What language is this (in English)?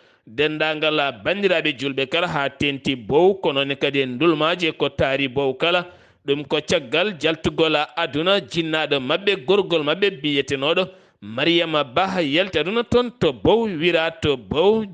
Fula